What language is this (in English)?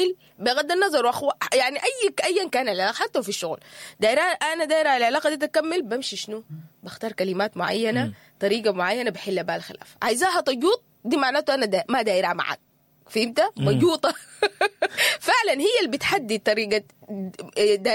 Sudanese Arabic